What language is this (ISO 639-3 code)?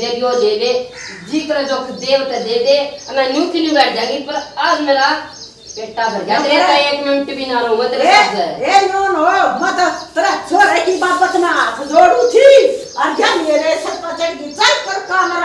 bgc